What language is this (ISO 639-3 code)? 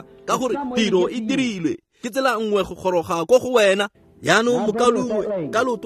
tsn